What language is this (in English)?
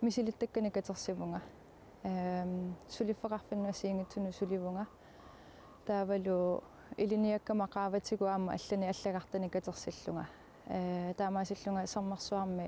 Kalaallisut